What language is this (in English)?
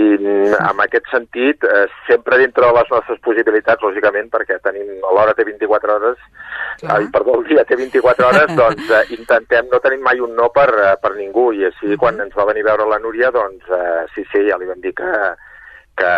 Catalan